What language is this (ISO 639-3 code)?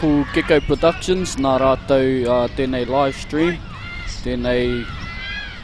mri